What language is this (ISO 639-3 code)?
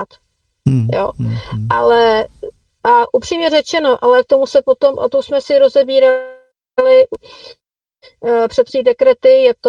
ces